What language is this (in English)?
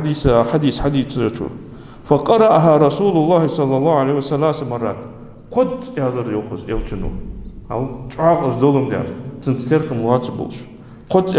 Ingush